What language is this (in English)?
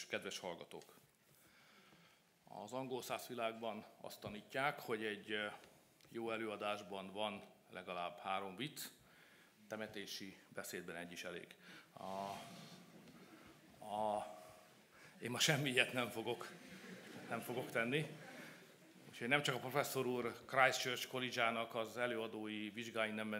Hungarian